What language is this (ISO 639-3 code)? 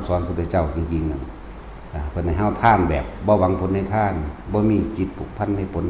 tts